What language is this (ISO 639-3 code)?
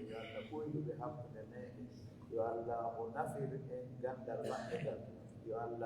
fuf